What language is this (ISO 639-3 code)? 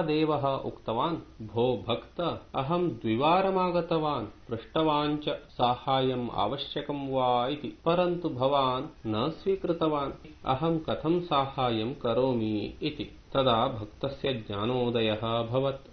san